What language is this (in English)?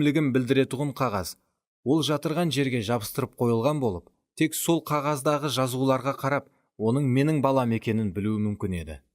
Kara-Kalpak